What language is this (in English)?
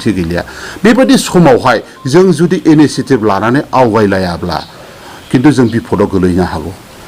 Bodo